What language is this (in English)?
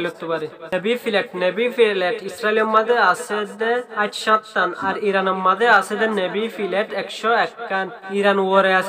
Rohingya